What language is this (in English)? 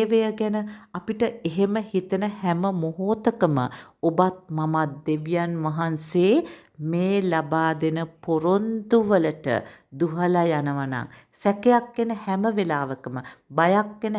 Sinhala